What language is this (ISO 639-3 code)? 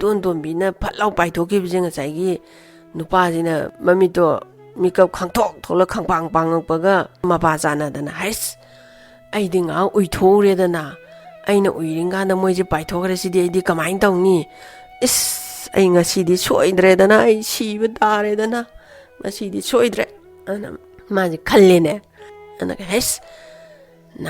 mni